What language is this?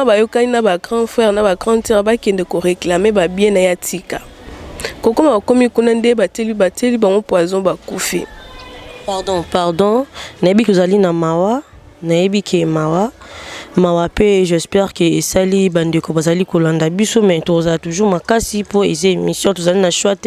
Lingala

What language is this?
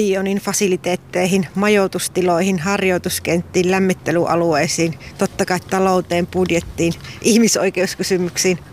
Finnish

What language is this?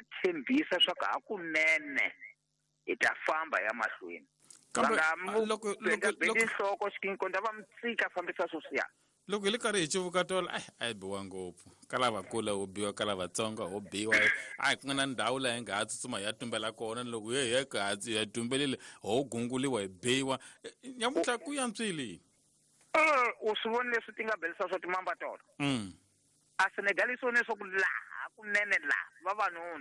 Tsonga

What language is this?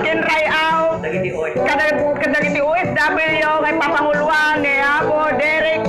Iloko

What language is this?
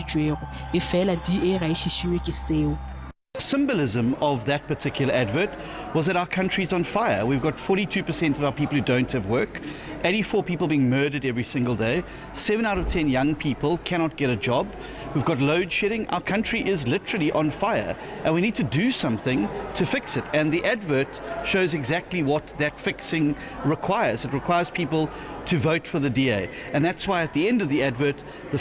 Northern Sotho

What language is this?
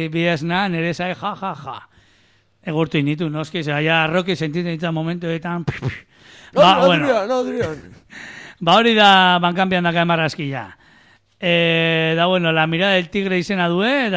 Basque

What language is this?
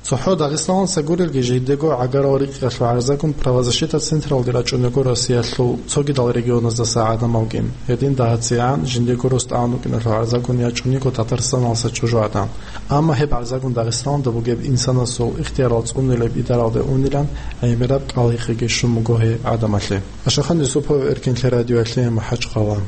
Avaric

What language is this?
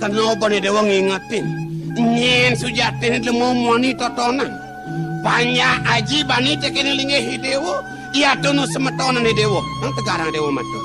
Balinese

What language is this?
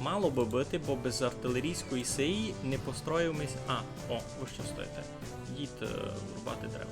Rusyn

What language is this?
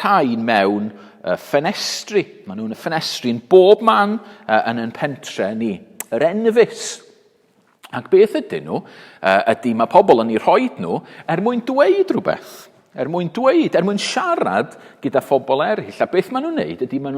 Welsh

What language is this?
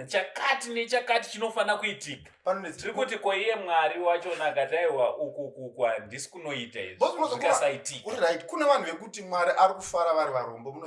Shona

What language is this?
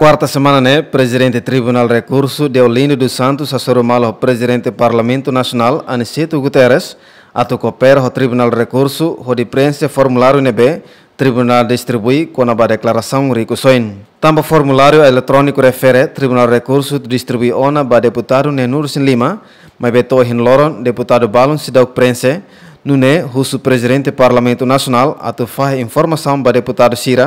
Tetum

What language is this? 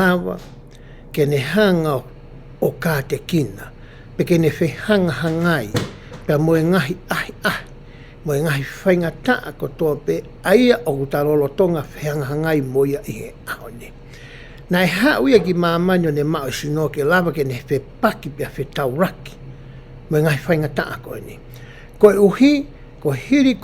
Tongan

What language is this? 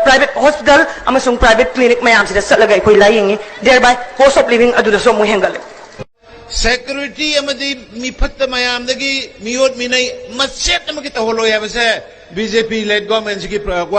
Manipuri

